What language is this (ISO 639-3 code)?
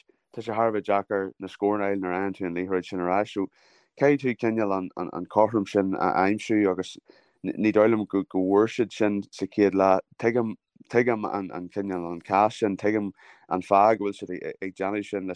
gle